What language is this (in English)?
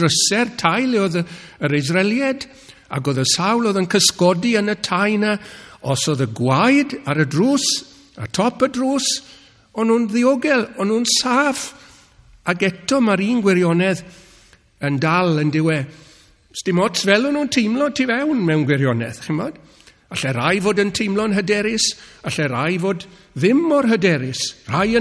Welsh